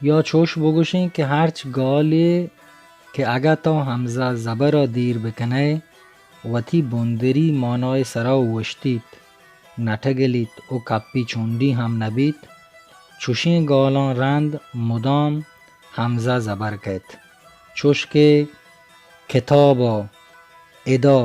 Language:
Baluchi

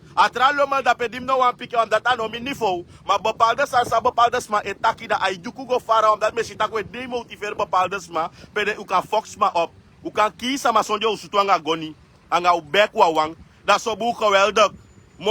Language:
Sranan Tongo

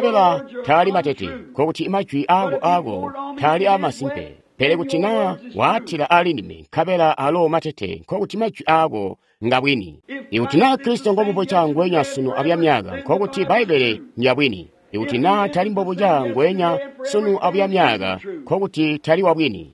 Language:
Tonga (Zambia)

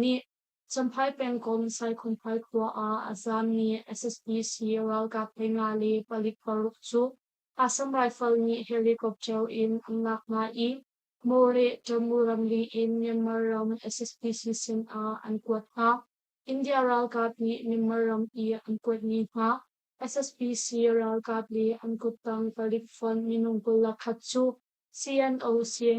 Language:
Hakha Chin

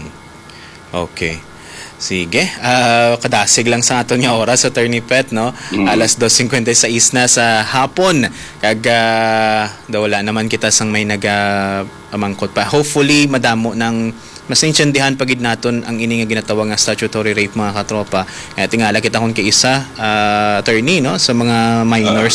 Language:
Hiligaynon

